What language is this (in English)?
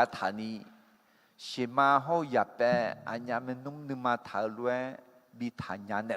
Akha